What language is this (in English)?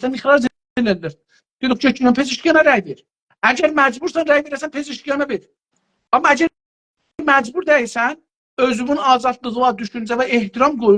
South Azerbaijani